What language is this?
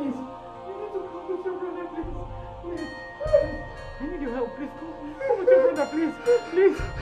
Nigerian Pidgin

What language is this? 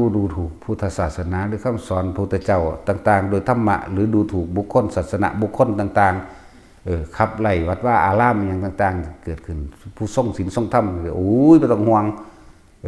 Northeastern Thai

